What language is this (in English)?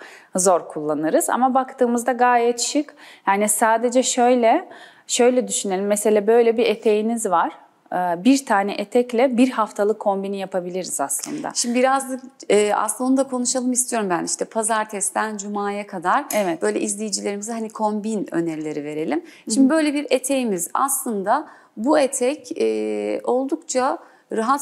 Turkish